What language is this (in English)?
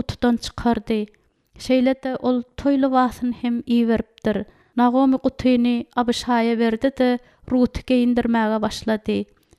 Turkmen